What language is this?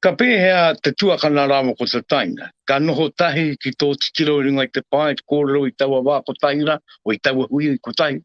Māori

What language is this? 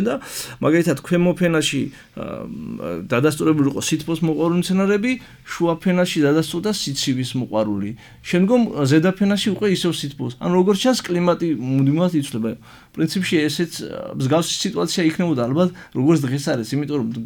Georgian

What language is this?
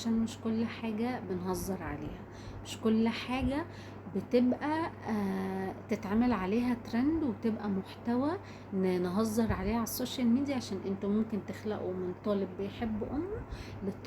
Egyptian Arabic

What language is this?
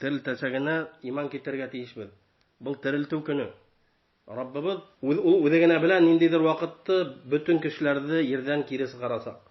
Bashkir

